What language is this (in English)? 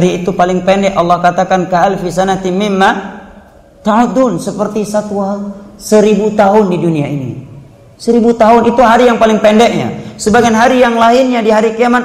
Indonesian